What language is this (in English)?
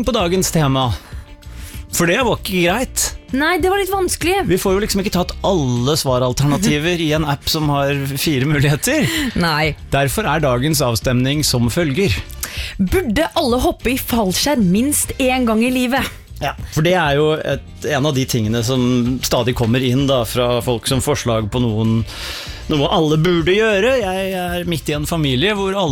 Norwegian